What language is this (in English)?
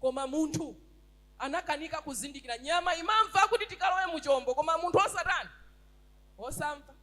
Nyanja